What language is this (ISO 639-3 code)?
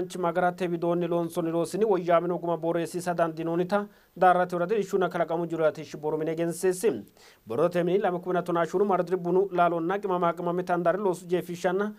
sid